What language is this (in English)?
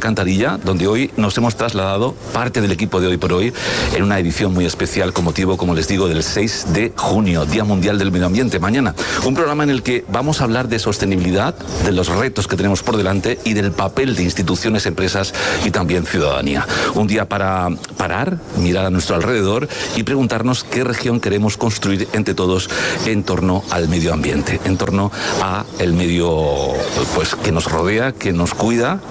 Spanish